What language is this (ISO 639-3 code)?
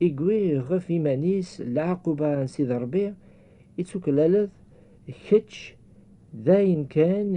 kab